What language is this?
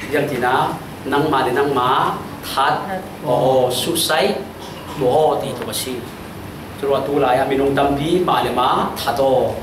Falam Chin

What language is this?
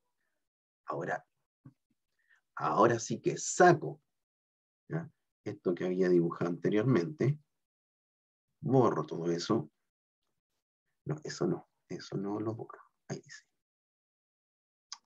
Spanish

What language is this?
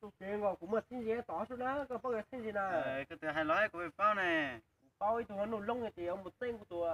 Hmong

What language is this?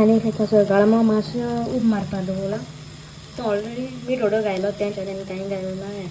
Konkani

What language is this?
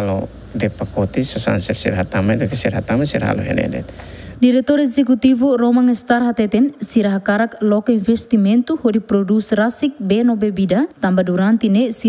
Tetum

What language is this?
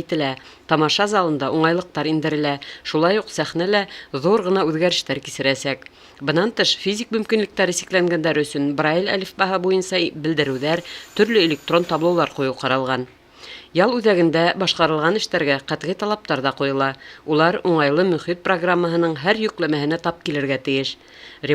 Bashkir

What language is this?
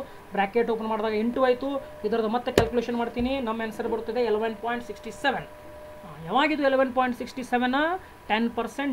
Kannada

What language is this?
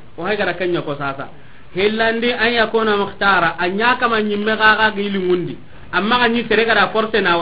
Soninke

